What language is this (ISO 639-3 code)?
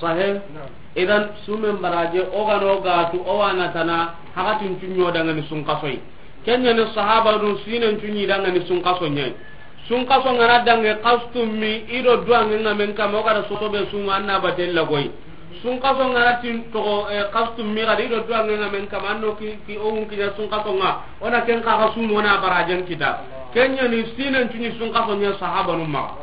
snk